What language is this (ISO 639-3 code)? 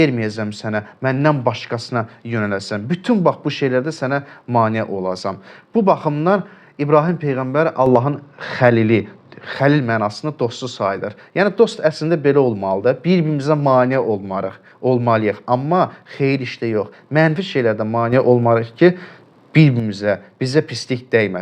aze